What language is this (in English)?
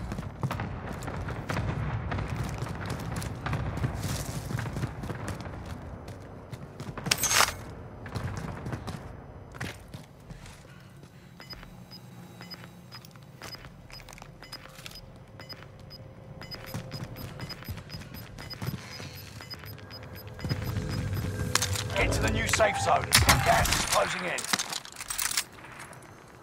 English